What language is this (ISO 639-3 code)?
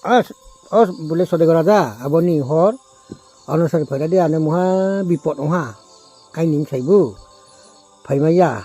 ria